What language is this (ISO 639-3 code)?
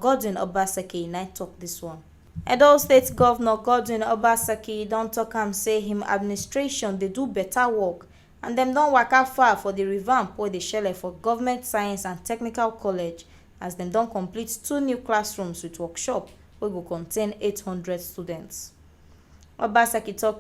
pcm